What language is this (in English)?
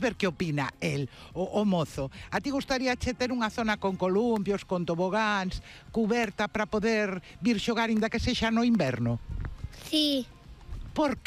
Galician